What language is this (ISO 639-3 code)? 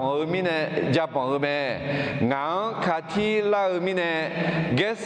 ahk